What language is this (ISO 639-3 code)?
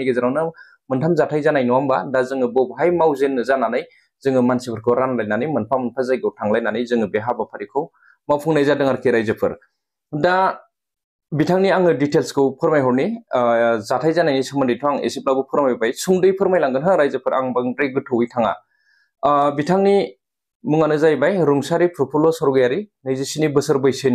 brx